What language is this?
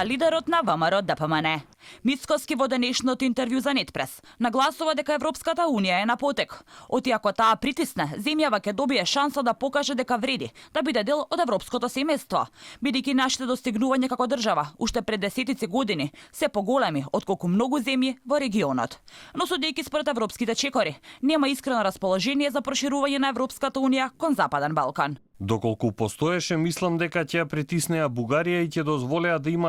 Macedonian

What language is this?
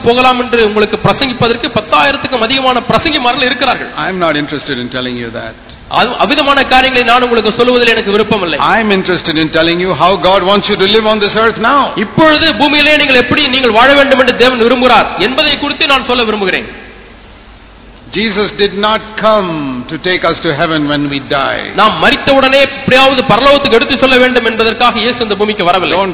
Tamil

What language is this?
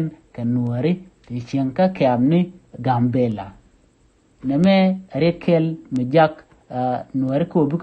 Nuer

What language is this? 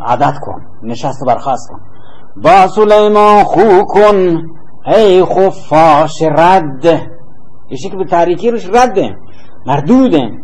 Baluchi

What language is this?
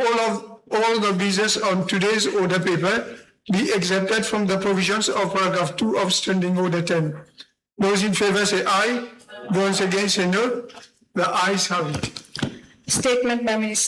Morisyen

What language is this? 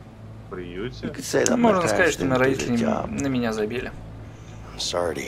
Russian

